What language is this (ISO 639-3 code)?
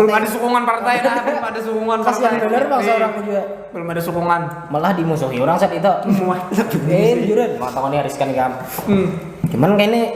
bjn